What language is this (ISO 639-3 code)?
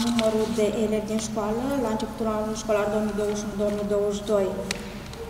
ron